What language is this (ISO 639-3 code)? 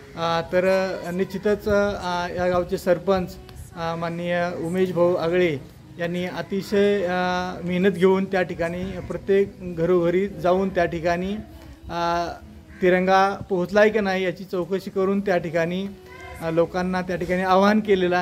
mar